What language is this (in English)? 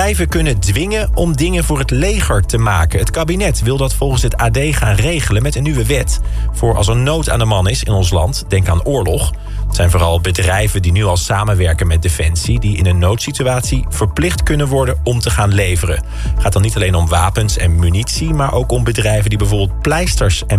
Dutch